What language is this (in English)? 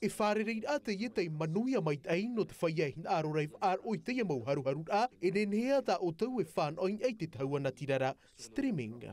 Tahitian